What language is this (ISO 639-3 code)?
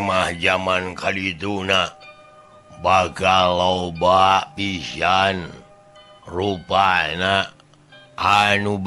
sun